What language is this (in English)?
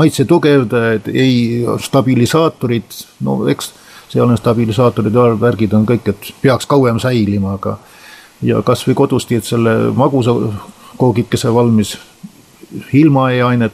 Estonian